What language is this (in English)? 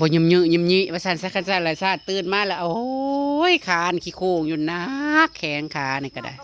Northeastern Thai